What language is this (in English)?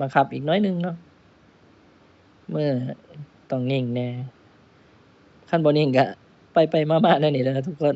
Lao